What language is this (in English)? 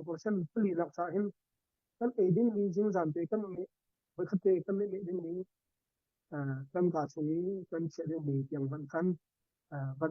Hakha Chin